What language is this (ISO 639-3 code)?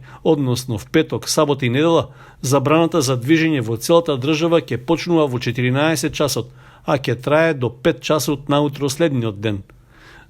mkd